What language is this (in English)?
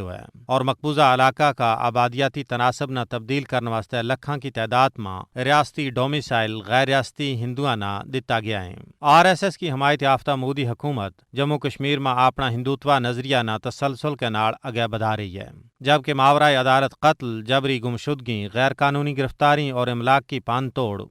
Gujari